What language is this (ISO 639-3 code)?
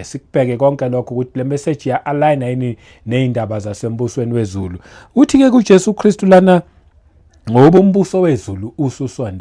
zul